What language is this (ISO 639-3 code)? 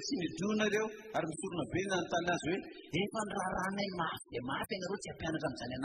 mlg